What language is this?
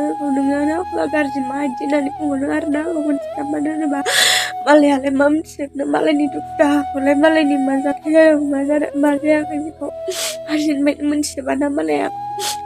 Bodo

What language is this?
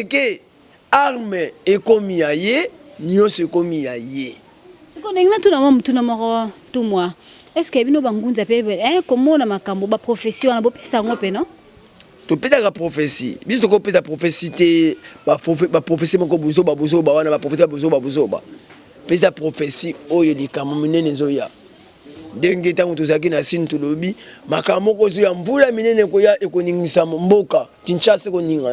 Lingala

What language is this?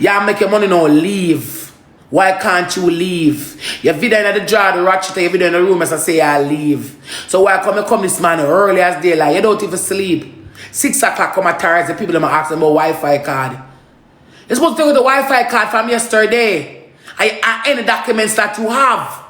Jamaican Creole English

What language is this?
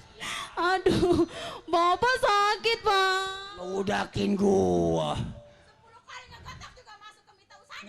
Betawi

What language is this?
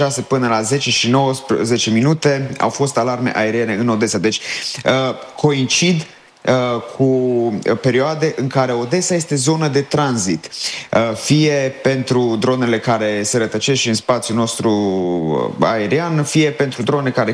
Romanian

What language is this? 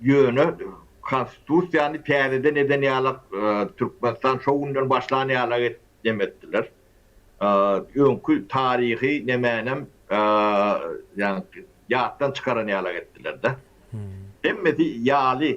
Turkmen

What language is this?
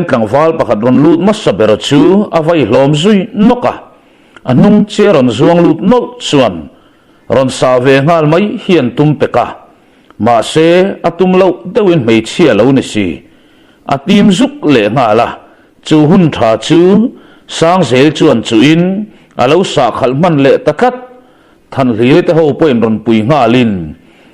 Mizo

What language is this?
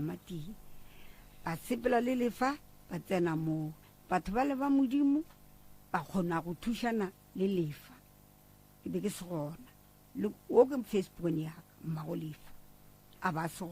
Northern Sotho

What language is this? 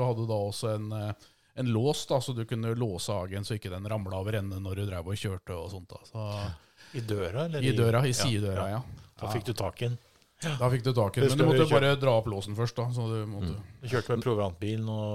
Norwegian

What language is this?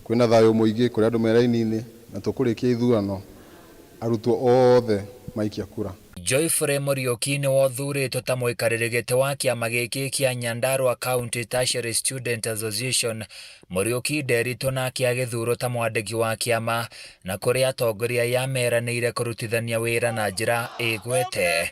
Kikuyu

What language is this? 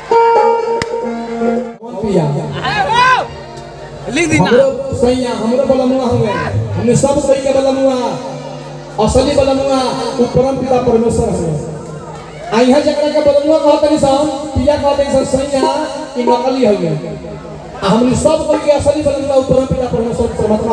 Bhojpuri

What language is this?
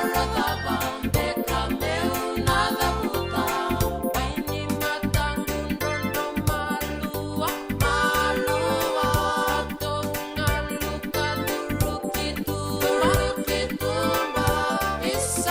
Fijian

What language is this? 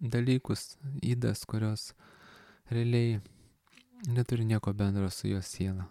Lithuanian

